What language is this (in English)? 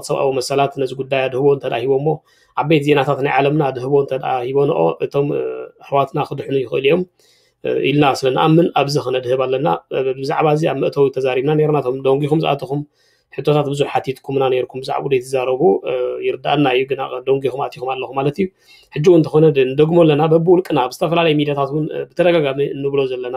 Tigrinya